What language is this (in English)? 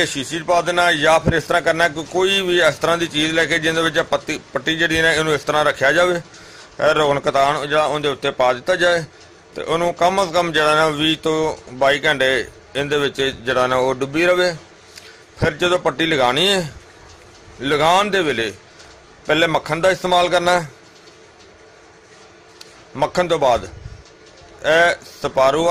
Punjabi